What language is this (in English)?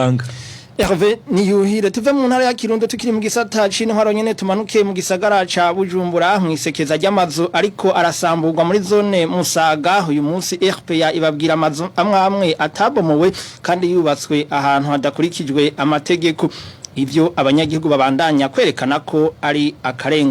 Rundi